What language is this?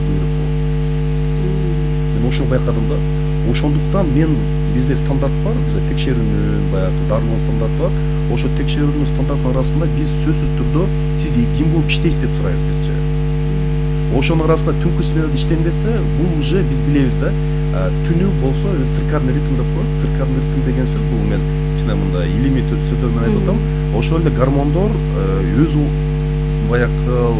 Kyrgyz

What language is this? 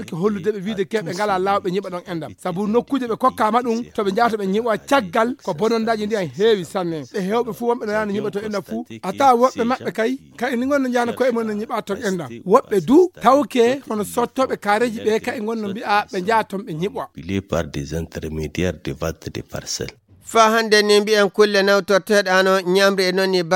Nigerian Fulfulde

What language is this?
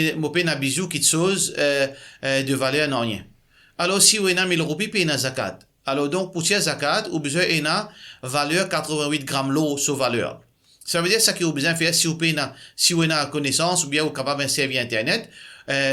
Morisyen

